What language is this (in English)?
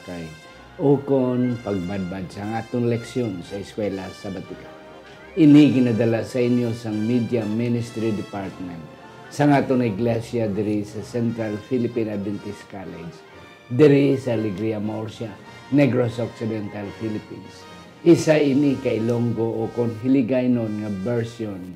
Hiligaynon